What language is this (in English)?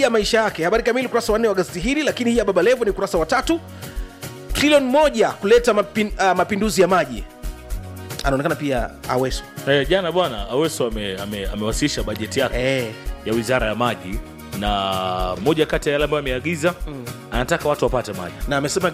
Swahili